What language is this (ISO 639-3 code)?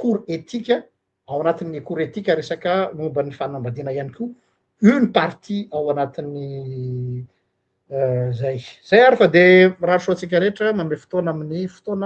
mlg